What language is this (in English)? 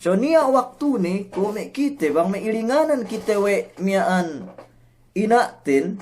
Yakan